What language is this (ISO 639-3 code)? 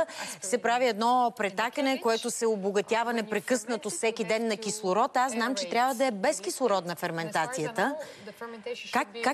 bul